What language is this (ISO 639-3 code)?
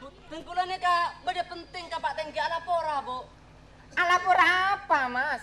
mad